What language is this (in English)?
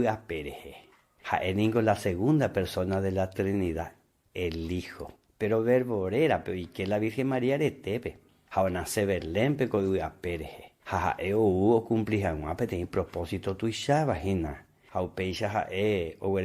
Guarani